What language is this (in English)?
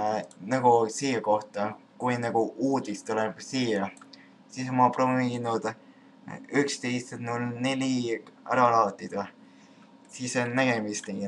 Estonian